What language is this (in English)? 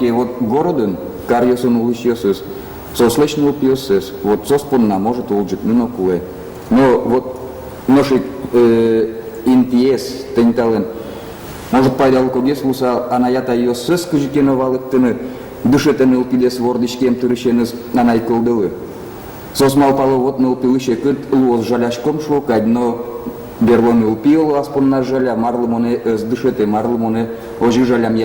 Udmurt